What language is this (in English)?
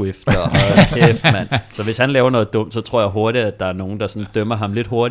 Danish